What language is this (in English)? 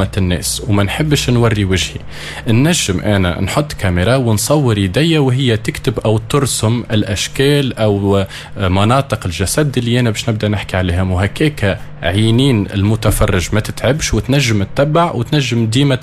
Tunisian Arabic